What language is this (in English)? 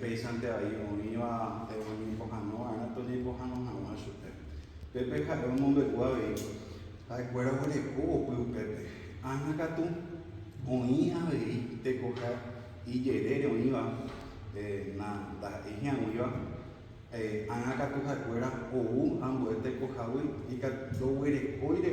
Guarani